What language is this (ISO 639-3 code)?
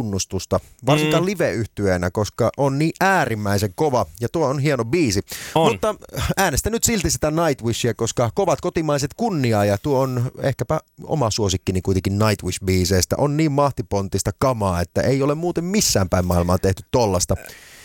fin